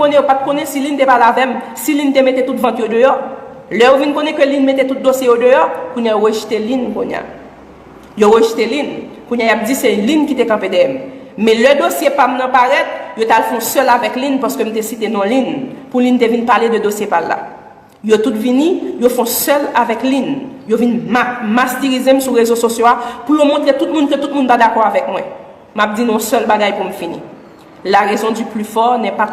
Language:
Haitian Creole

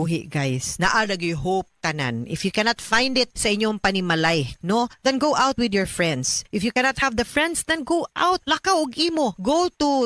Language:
Cebuano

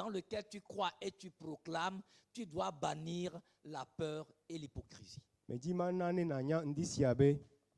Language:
Ewe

